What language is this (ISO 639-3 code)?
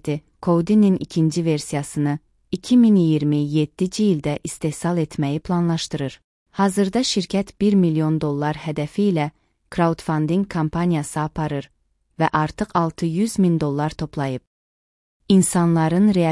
aze